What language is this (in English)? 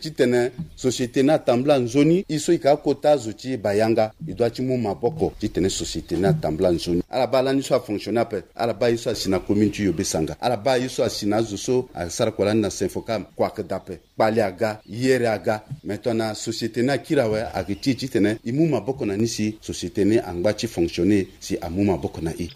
Sango